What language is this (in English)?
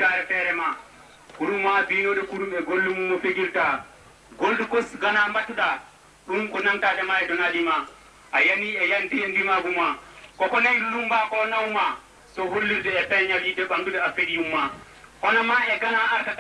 Fula